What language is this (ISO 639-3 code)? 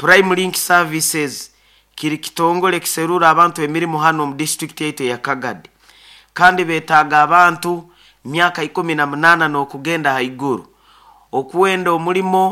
nyo